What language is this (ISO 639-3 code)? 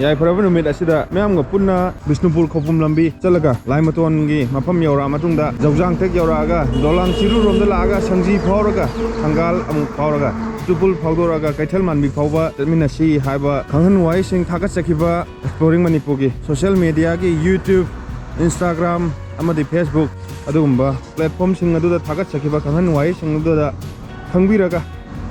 mni